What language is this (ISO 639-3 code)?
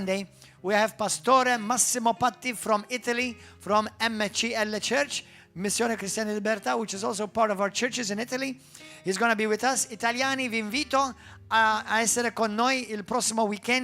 eng